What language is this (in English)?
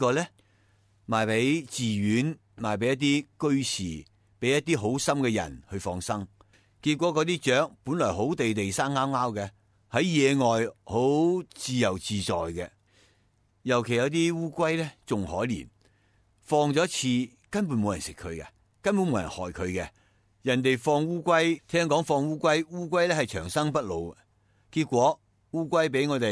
Cantonese